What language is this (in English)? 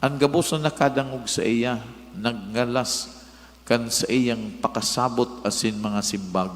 Bikol